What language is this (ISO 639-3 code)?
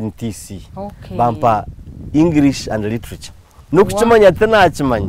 nyn